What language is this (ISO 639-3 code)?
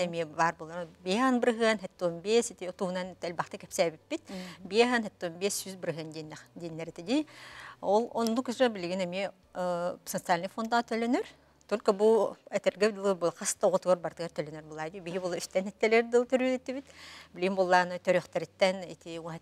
sah